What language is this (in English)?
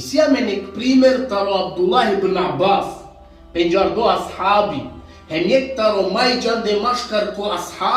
Balkan Romani